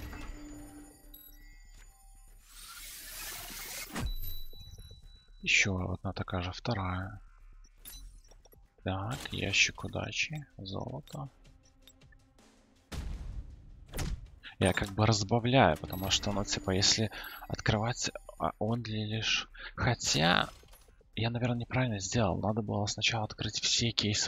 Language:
Russian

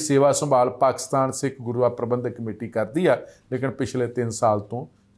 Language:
Punjabi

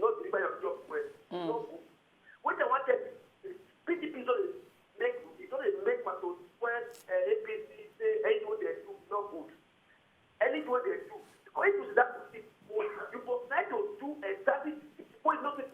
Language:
Nigerian Pidgin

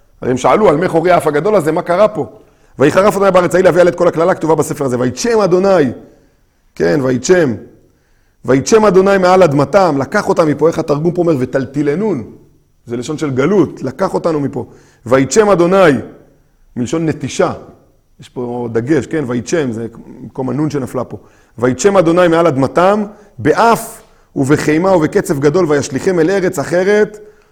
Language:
Hebrew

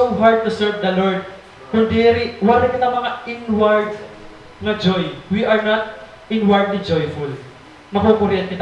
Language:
Waray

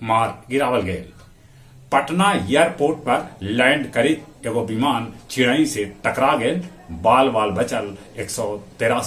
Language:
Magahi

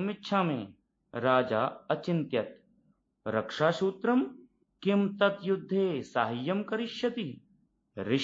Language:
Sanskrit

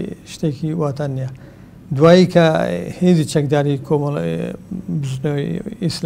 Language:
Central Kurdish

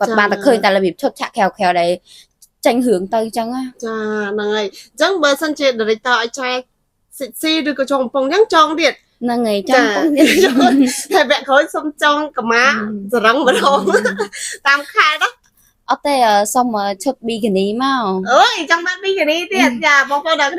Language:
Khmer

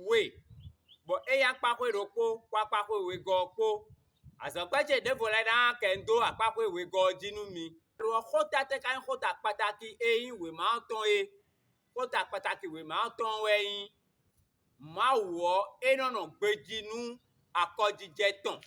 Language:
Fon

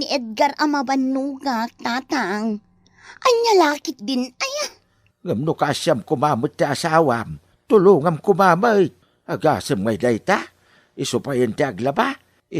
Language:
Iloko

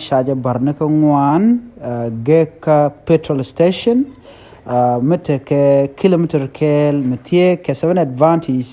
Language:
Nuer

